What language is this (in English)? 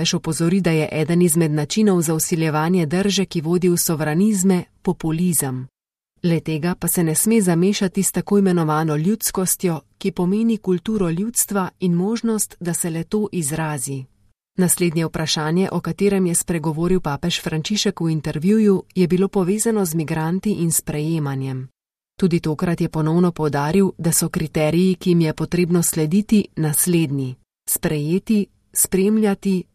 Slovenian